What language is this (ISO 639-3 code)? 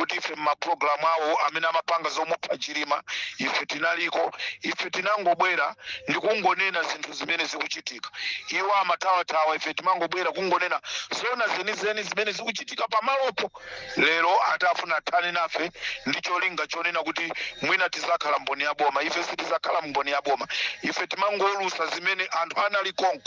nya